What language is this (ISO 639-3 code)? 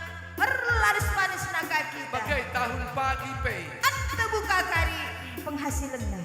btx